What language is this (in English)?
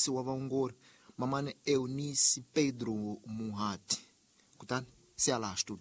Tsonga